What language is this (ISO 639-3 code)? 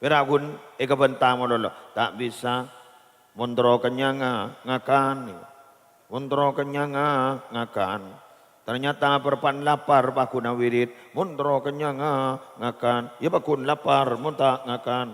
mad